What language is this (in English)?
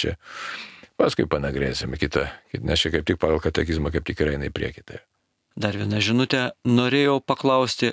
Lithuanian